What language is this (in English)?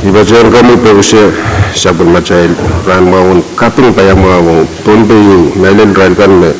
Pohnpeian